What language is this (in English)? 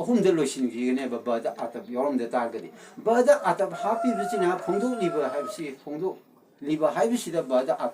Manipuri